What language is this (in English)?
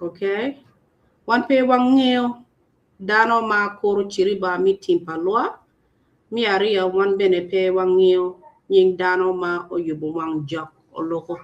Acoli